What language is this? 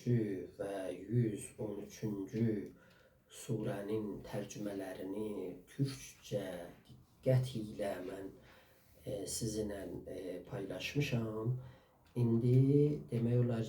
South Azerbaijani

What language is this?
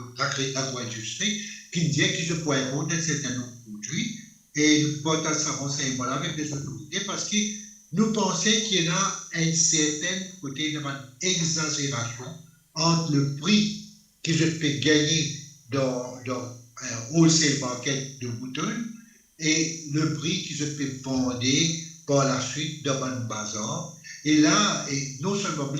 Morisyen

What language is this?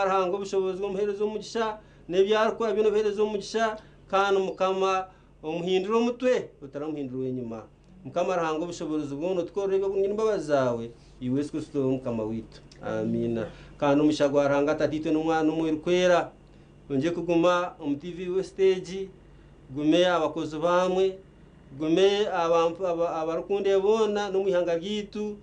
Nyankole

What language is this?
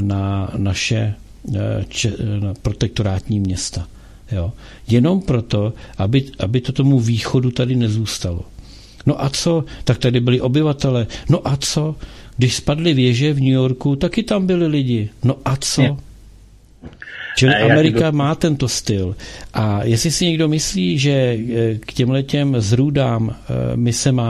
Czech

